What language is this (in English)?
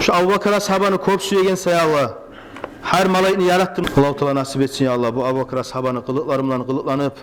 Kumyk